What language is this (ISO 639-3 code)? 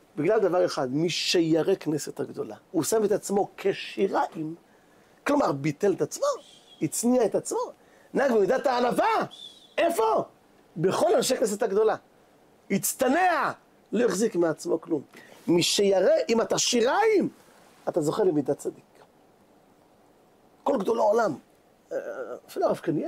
heb